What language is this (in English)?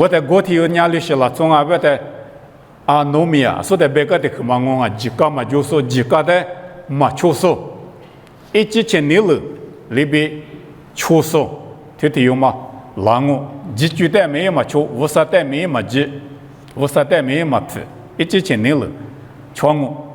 Lisu